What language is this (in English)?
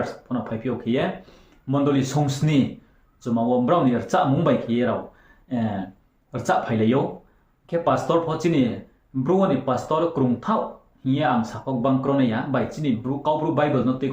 Riang (India)